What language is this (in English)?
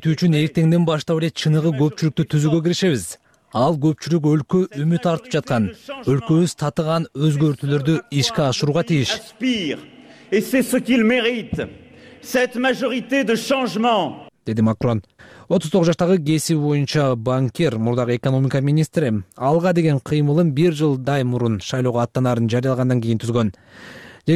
Kyrgyz